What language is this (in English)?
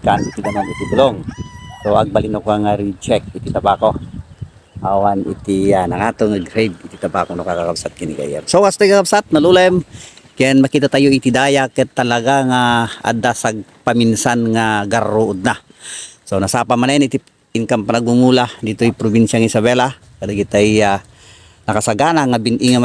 Iloko